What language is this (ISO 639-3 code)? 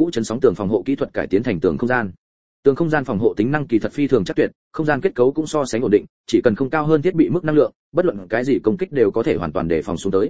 vie